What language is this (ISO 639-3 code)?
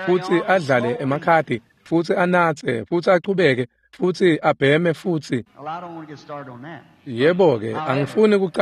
ssw